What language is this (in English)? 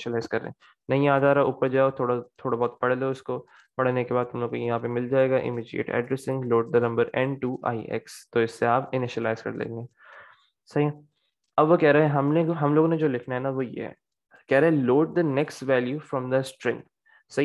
Hindi